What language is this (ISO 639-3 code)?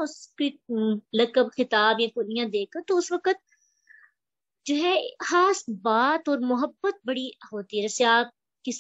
urd